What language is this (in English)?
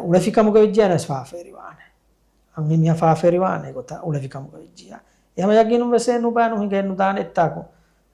Divehi